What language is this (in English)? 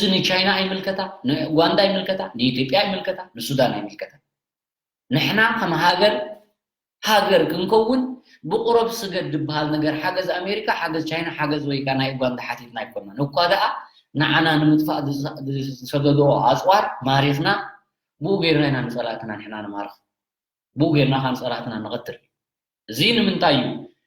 Tigrinya